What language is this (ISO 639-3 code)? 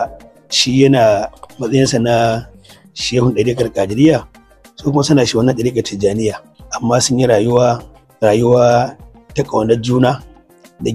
hau